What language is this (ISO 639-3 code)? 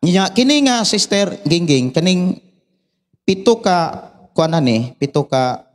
ceb